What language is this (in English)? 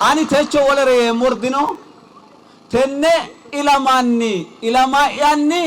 Sidamo